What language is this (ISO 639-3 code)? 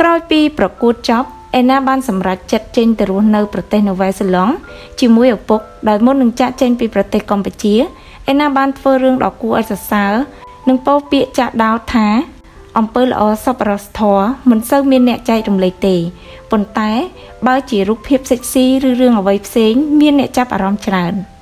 khm